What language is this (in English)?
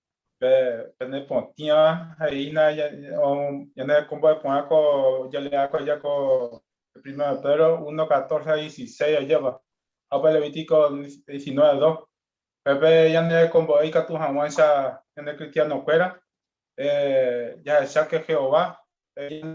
Guarani